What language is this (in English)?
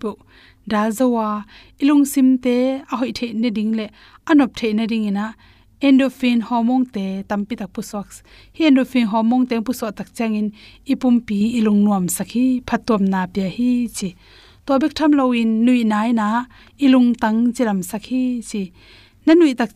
Tedim Chin